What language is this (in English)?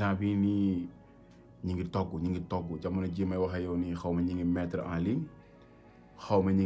Wolof